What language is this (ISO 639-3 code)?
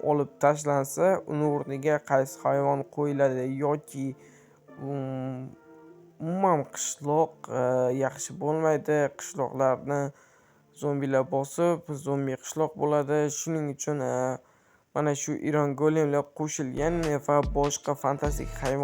uzb